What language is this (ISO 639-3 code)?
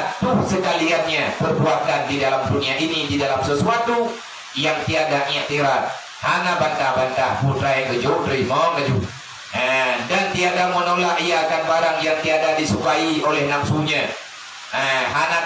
ace